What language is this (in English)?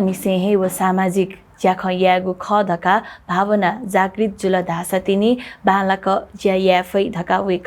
Newari